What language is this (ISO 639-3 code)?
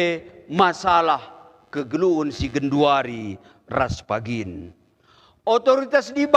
btx